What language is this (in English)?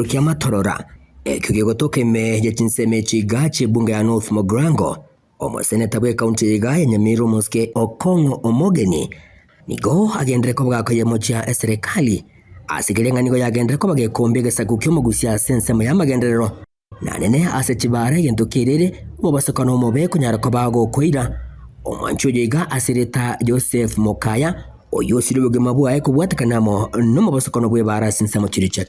Gusii